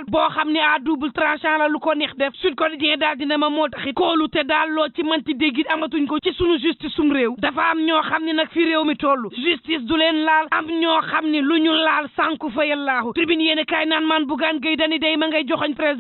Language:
Wolof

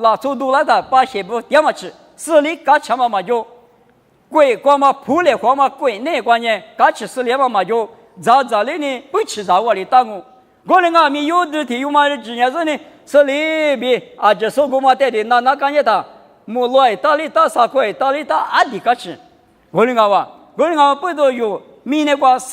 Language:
Lisu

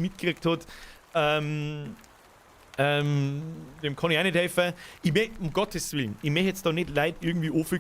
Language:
Bavarian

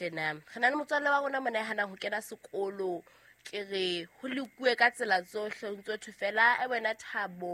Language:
Southern Sotho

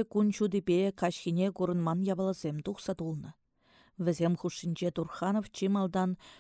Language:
Chuvash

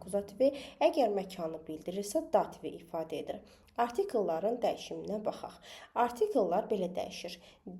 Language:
Azerbaijani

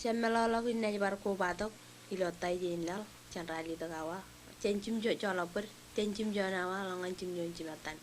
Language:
Marshallese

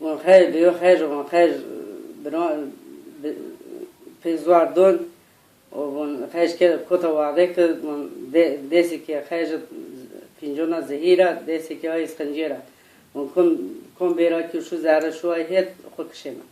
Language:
Zaza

